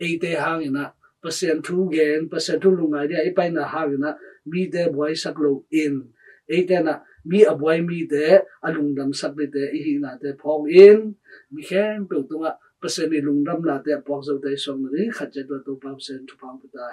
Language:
Tedim Chin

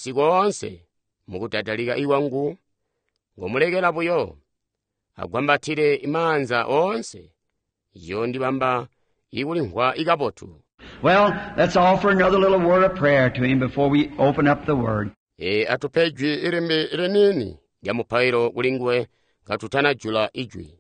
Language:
Tonga (Zambia)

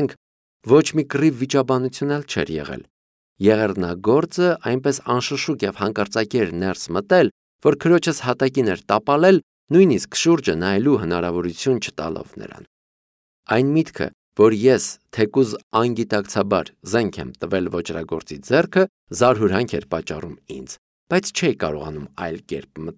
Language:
Armenian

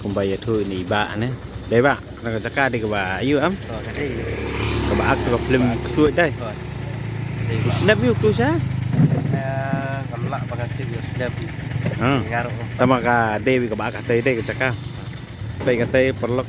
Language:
Khasi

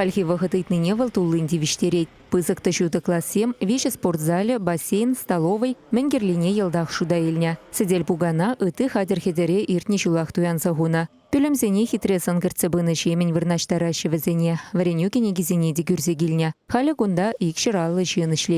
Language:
Chuvash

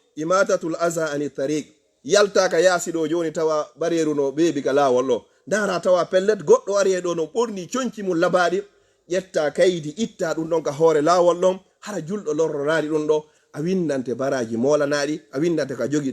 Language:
Fula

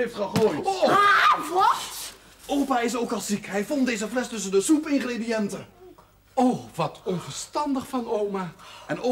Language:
Dutch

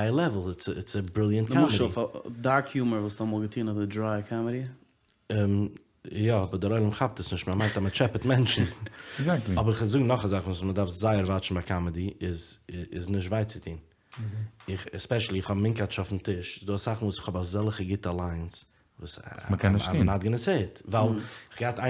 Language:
Yiddish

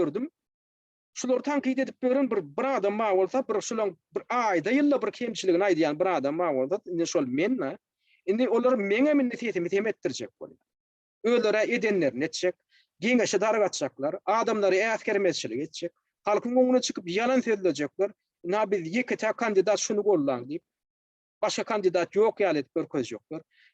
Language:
Turkmen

